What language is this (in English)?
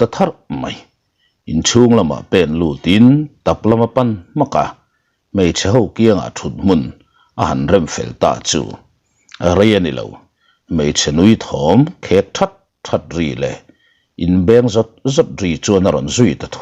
Mizo